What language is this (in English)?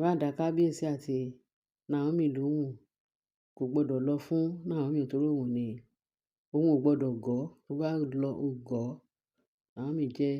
Yoruba